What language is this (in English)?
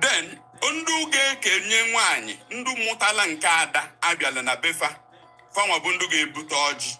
Igbo